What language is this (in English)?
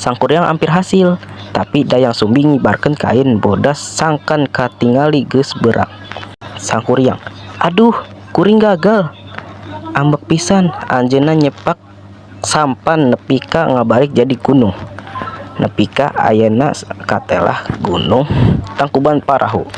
Sundanese